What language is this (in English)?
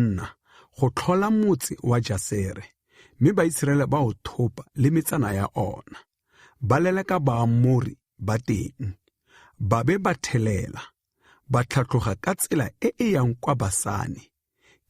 Tswana